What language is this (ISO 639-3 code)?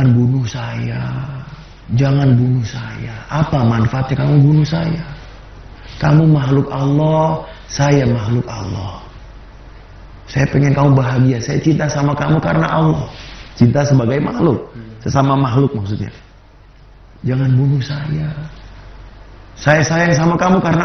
ind